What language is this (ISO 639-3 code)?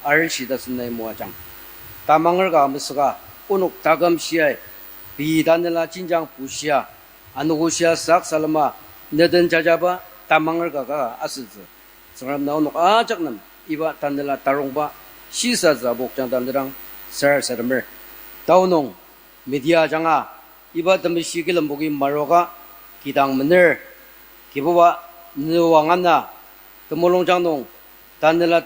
njo